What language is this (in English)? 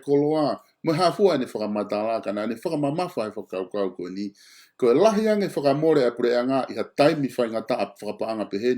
Tongan